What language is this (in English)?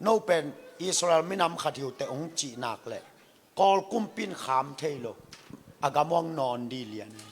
Tedim Chin